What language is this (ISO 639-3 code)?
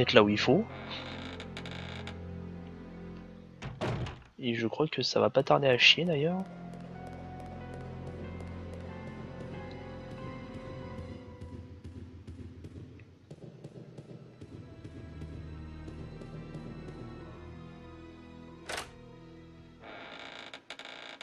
fra